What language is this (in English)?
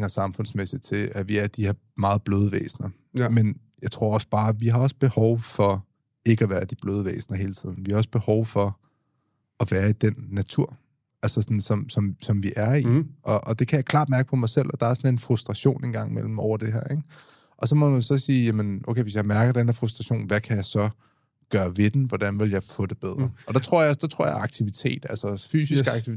Danish